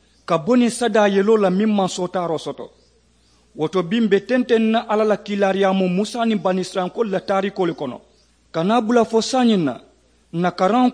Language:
Mandingo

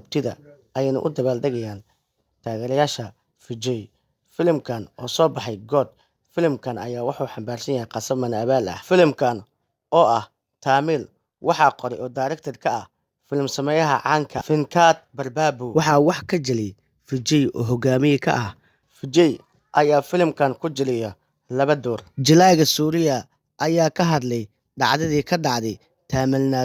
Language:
Somali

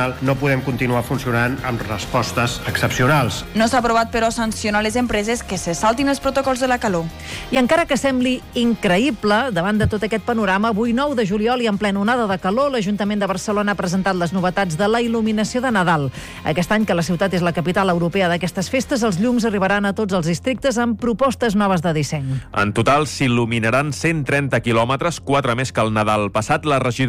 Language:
Catalan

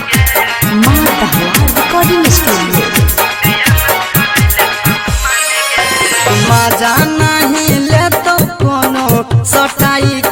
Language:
Bhojpuri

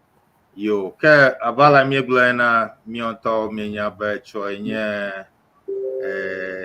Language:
Ewe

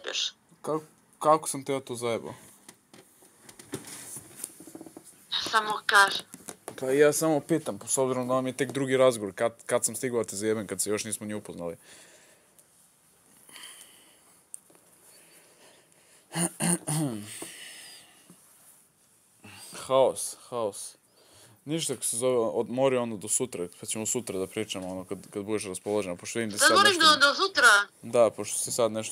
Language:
Serbian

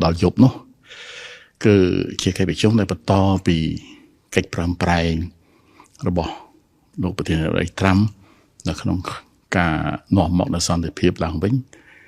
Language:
Khmer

